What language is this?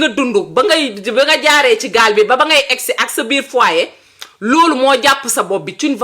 Wolof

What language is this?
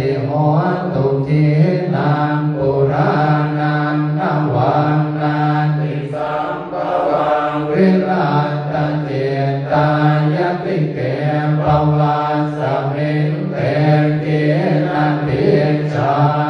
Pali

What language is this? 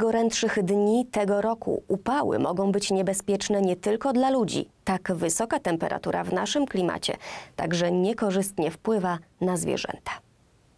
Polish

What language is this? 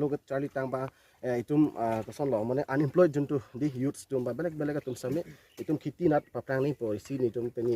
Karbi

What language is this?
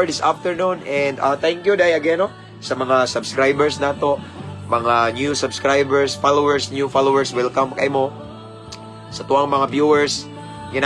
Cebuano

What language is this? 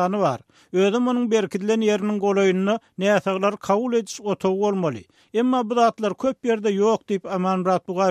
Turkmen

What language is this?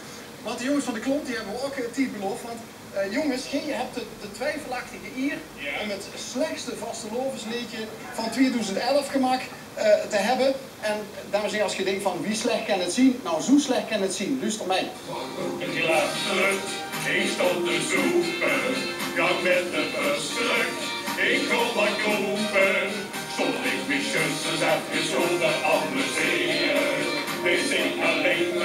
Limburgish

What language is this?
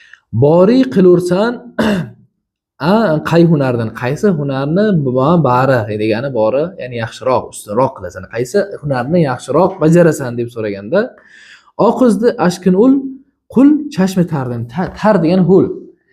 Uzbek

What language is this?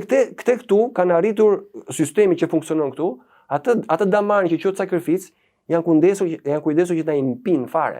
Albanian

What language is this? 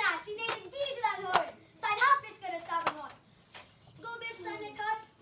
Welsh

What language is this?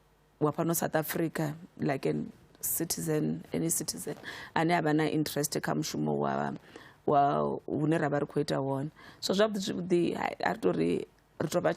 Venda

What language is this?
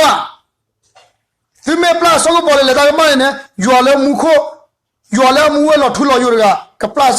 S'gaw Karen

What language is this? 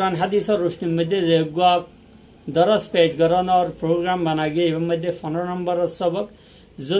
Rohingya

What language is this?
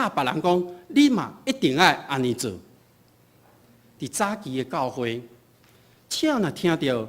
Min Nan Chinese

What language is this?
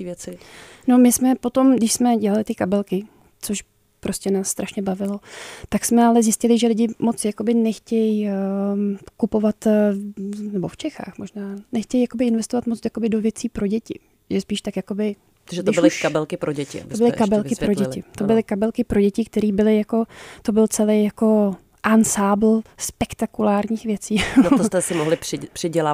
Czech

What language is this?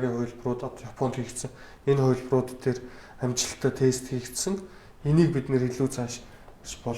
Mongolian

